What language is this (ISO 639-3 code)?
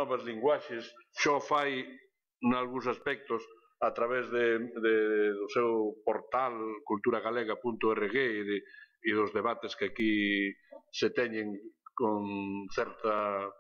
glg